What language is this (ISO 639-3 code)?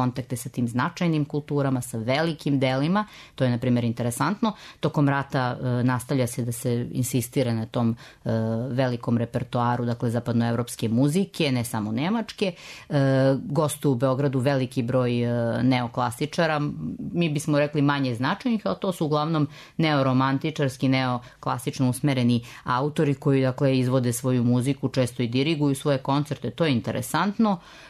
srp